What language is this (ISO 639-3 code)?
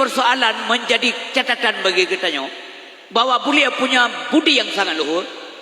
ace